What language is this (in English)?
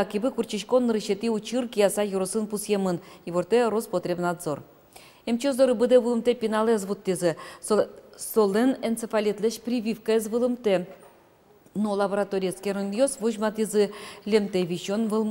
Udmurt